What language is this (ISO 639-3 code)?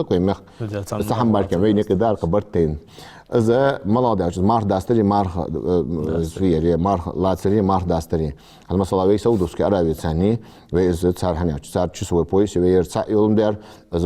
inh